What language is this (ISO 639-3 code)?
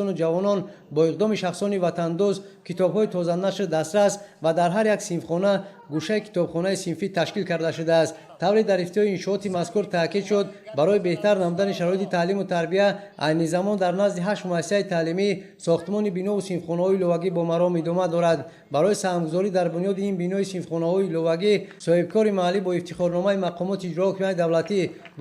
tgk